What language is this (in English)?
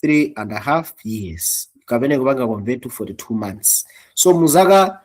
Nyanja